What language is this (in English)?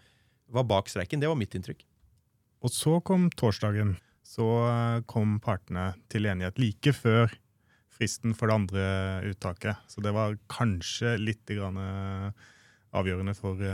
Norwegian